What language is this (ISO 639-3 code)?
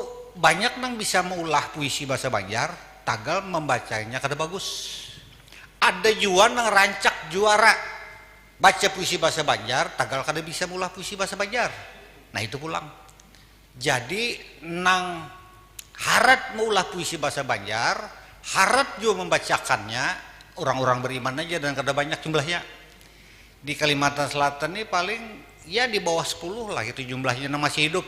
bjn